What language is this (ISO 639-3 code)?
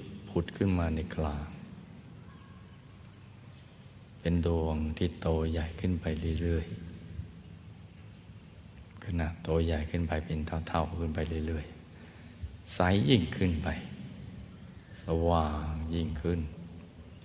tha